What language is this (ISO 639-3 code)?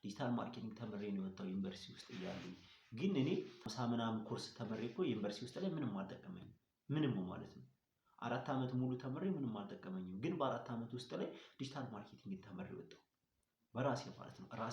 amh